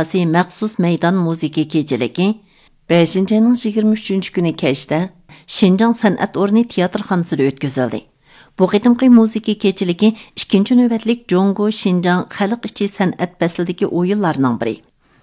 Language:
Uyghur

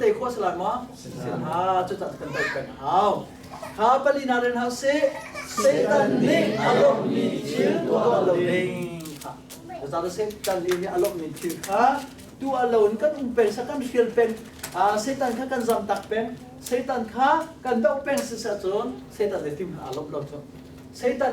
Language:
Hakha Chin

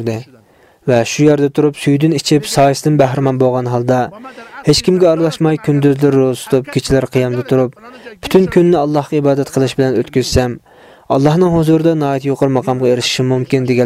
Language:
Uyghur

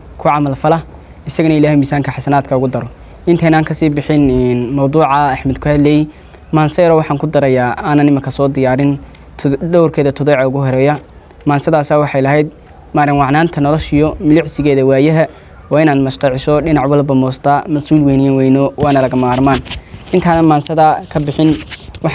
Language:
Somali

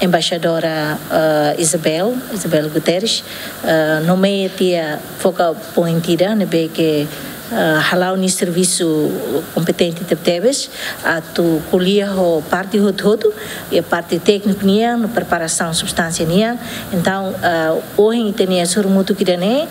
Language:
Tetum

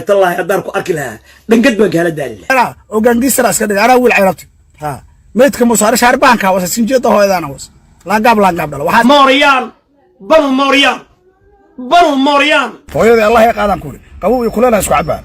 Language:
Somali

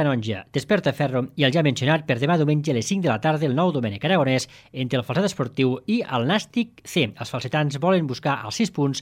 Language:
Catalan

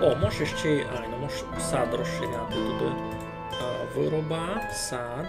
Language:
Rusyn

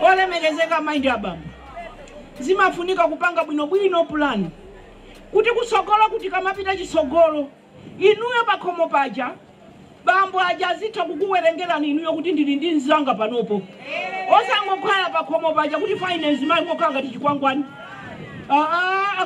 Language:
Nyanja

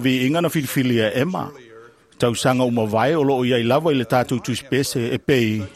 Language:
Samoan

